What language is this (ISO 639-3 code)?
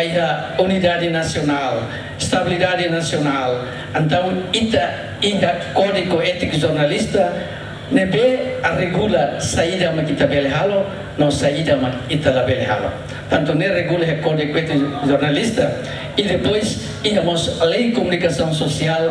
tet